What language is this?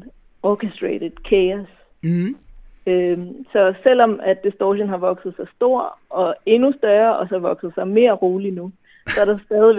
Danish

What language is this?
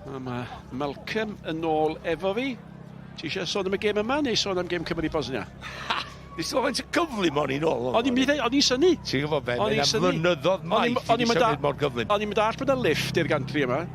Welsh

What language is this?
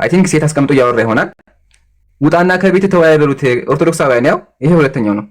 Amharic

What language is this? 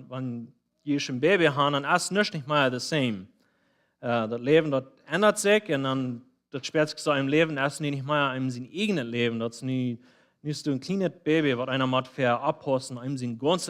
Plautdietsch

